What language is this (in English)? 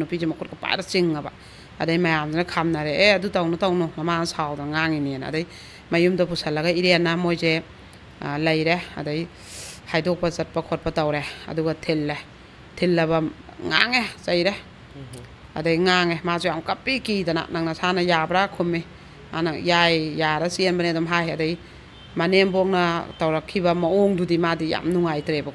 Manipuri